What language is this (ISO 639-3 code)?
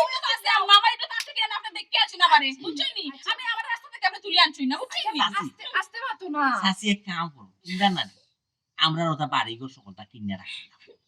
syl